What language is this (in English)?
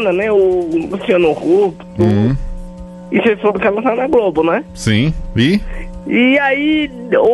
Portuguese